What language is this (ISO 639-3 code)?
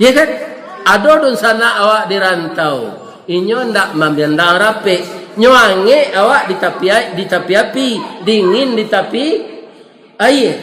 min